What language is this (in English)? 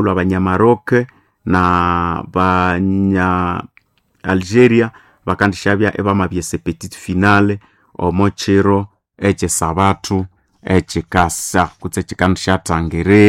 Nande